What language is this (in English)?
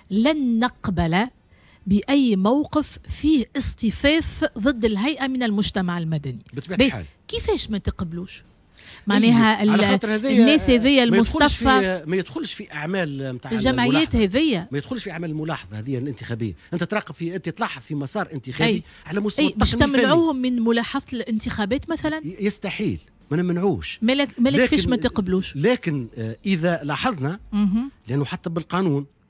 Tunisian Arabic